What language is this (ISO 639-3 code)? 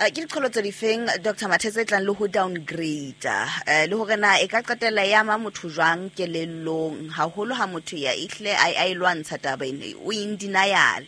sot